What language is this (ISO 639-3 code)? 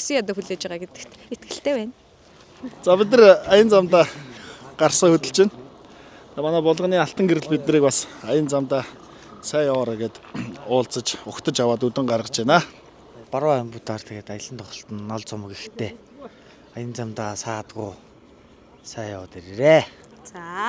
mon